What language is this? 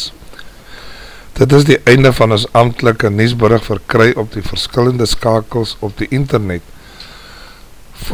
Afrikaans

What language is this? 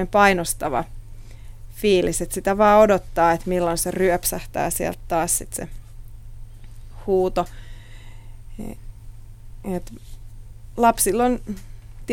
Finnish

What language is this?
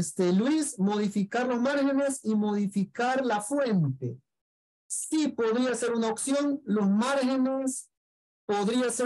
Spanish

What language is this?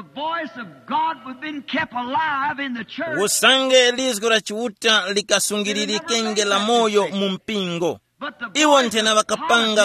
Tumbuka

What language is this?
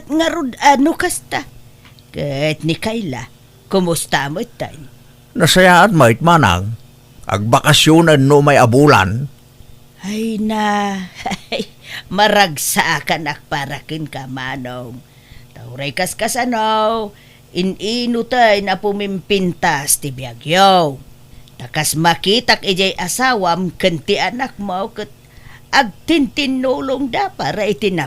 Iloko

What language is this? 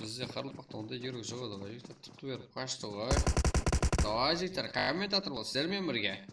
Kara-Kalpak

